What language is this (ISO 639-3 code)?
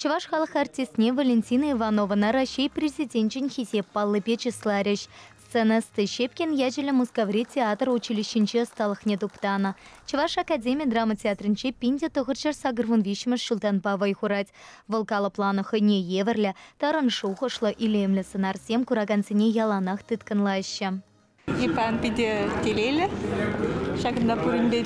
chv